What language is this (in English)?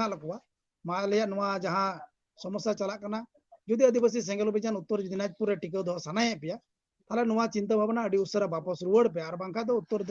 Santali